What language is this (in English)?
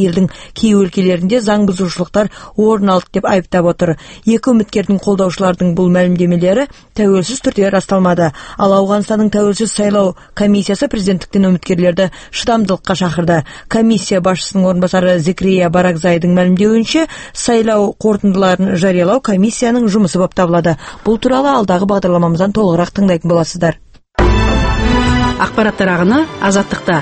Kazakh